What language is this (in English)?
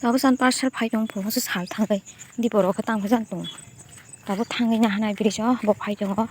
Kok Borok